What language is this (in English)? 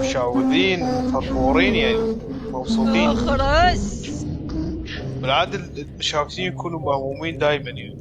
Mesopotamian Arabic